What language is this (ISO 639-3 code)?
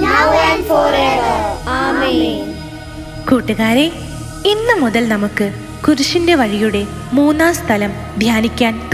mal